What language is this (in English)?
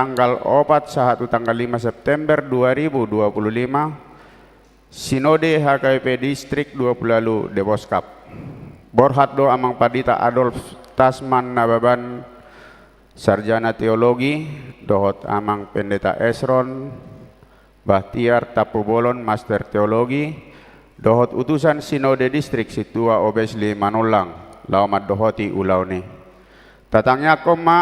Batak Toba